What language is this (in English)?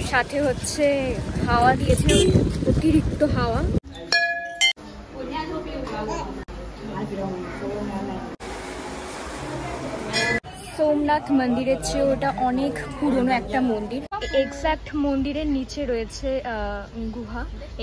Bangla